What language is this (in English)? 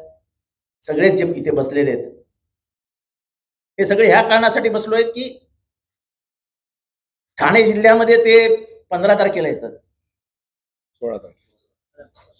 Marathi